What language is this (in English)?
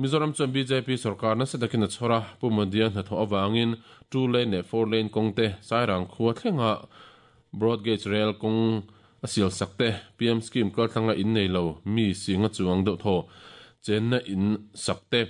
Mizo